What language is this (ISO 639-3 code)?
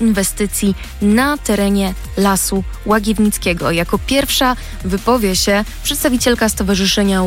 pol